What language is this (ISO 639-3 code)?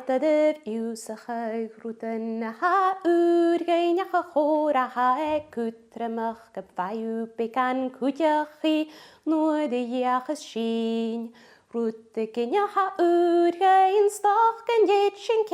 gla